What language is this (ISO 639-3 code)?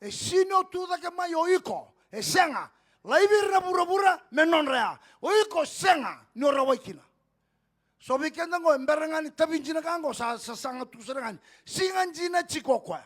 fij